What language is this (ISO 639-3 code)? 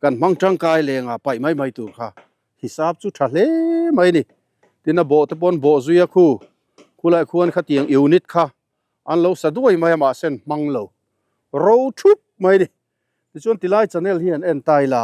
lus